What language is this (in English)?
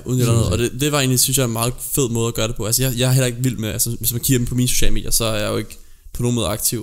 Danish